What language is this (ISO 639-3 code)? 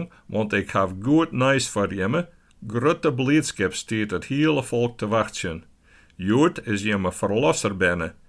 fry